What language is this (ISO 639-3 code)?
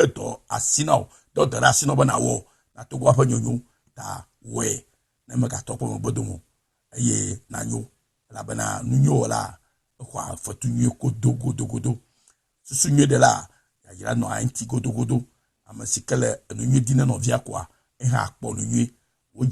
ewe